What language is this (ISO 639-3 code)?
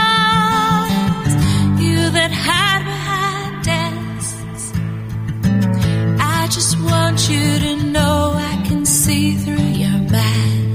eng